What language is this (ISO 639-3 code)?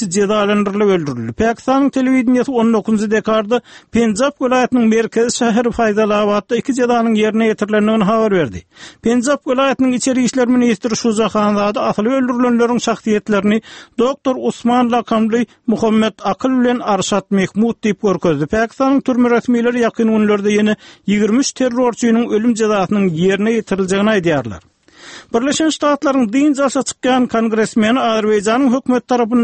tuk